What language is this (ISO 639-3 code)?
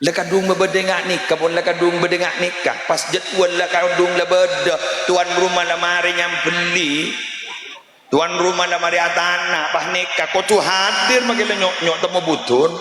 mad